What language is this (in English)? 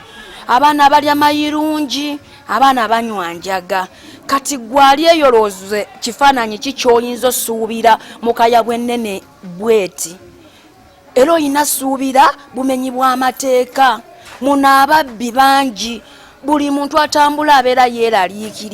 Ganda